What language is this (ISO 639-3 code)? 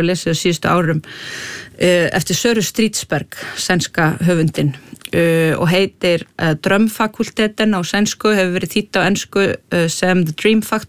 isl